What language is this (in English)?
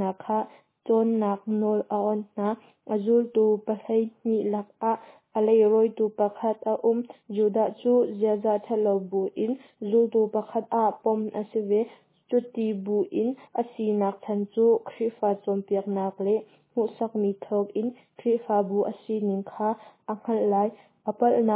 Hakha Chin